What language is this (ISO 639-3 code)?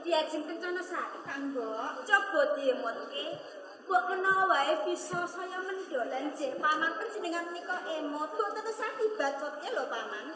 jav